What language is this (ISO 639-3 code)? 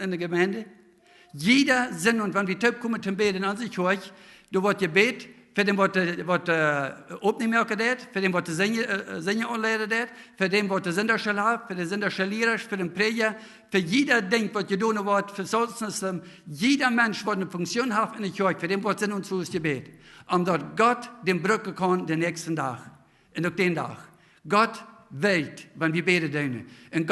pdt